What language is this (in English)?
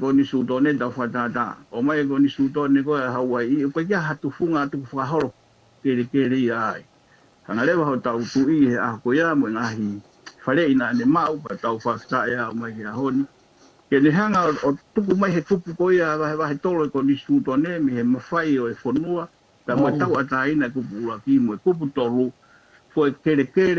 Tongan